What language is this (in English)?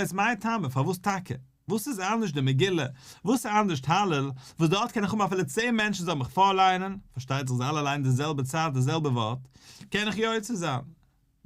Yiddish